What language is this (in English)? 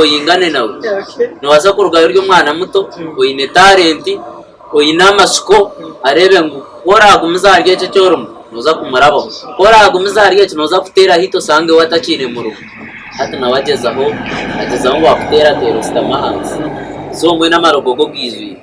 Nyankole